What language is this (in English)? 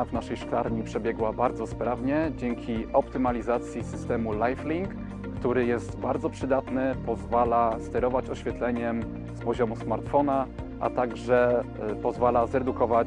Polish